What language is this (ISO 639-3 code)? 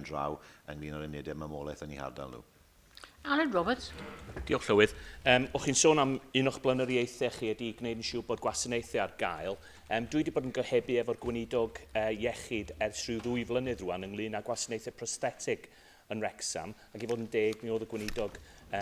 cym